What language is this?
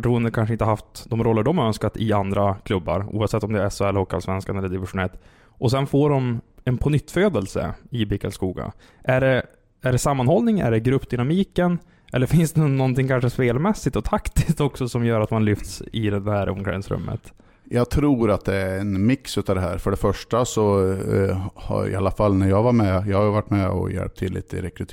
Swedish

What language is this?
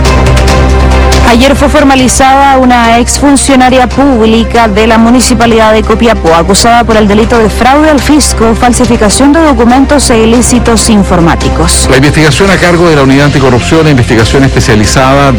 Spanish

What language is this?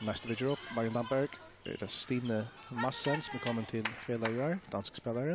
Faroese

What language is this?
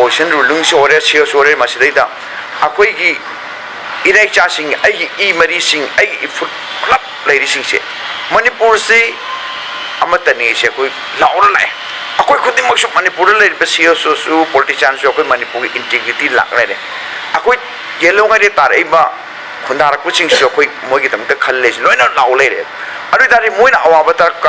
Manipuri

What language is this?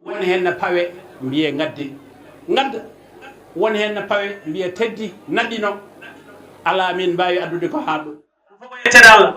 Fula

